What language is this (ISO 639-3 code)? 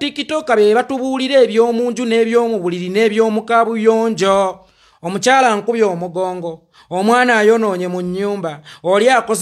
lug